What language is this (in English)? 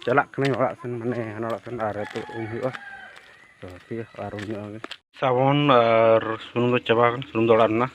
Santali